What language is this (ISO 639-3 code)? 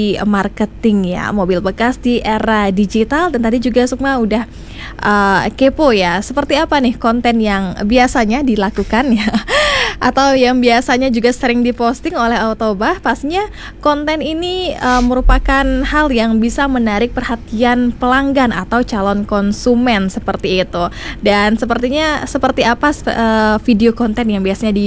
ind